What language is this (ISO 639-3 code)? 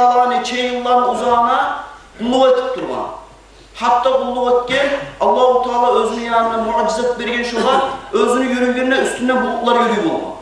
kum